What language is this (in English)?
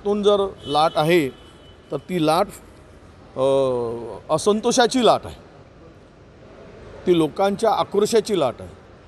Marathi